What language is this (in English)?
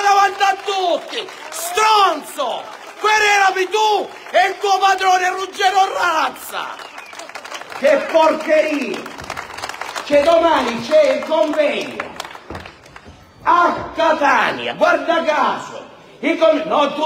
Italian